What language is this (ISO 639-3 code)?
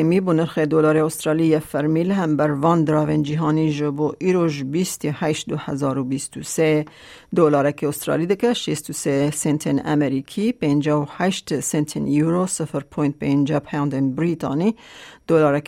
kur